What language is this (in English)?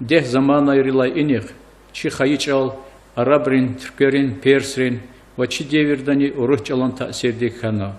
Lezghian